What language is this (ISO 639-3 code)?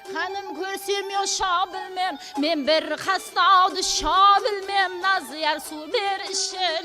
kaa